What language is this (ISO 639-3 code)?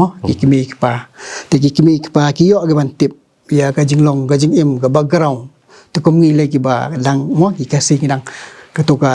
kha